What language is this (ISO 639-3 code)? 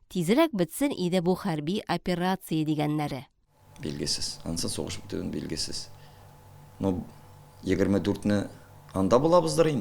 tat